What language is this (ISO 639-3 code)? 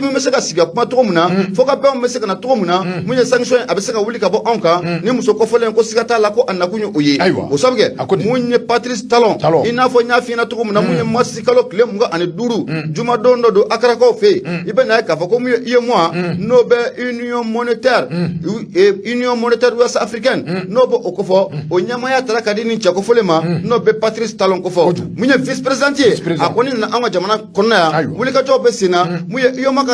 bam